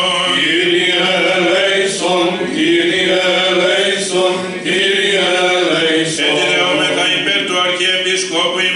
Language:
Greek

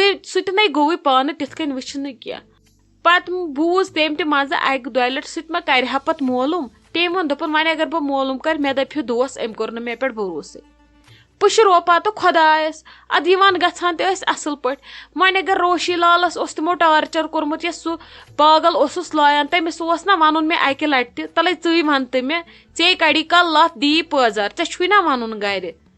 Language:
Kashmiri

